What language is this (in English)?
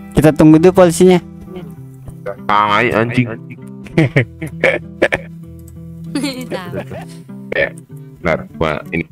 Indonesian